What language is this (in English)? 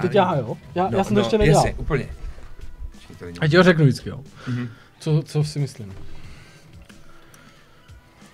Czech